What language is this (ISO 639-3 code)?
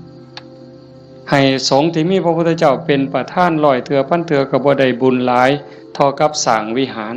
tts